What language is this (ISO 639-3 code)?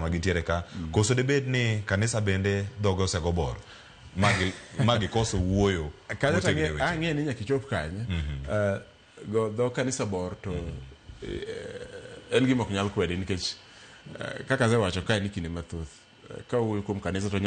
luo